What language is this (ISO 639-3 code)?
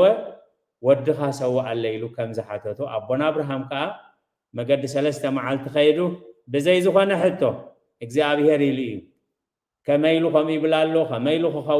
tir